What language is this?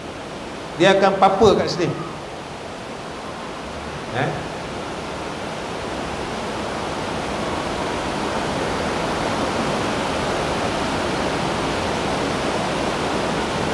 Malay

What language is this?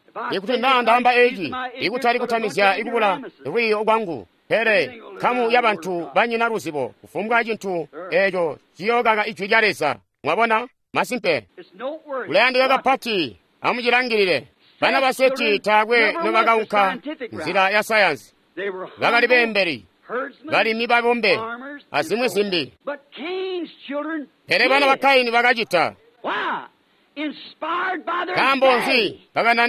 Tonga (Zambia)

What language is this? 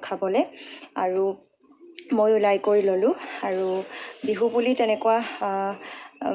Assamese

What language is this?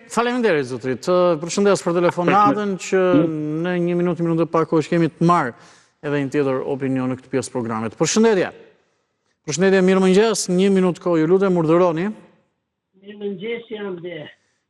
Albanian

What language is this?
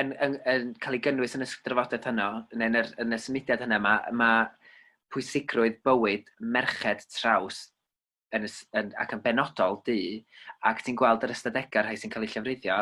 Welsh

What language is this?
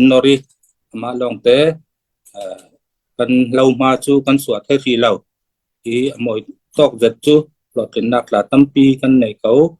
Falam Chin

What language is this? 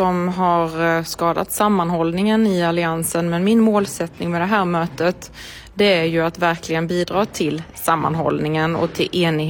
Swedish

